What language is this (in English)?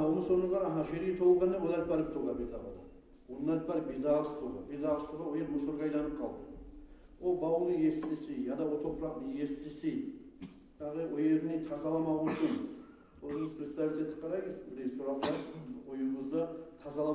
Kumyk